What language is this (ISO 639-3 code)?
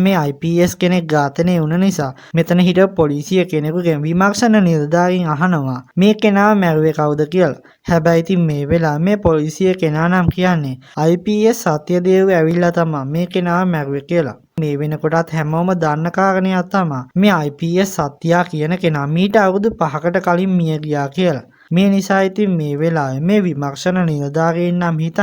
sin